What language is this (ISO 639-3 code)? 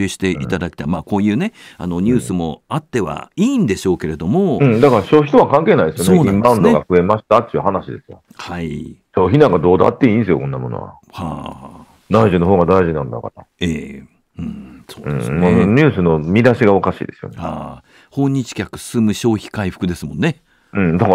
jpn